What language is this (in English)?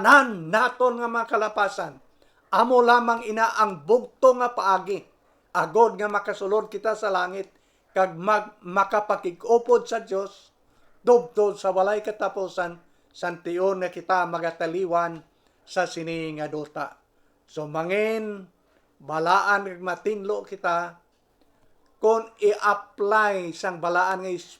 Hiligaynon